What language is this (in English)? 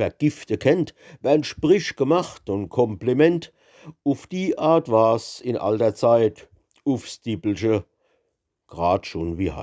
Palatine German